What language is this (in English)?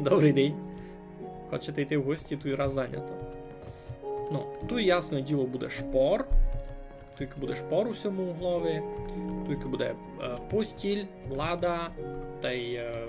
Rusyn